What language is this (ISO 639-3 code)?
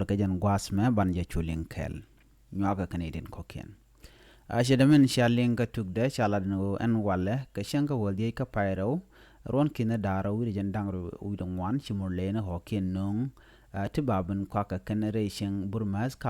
nus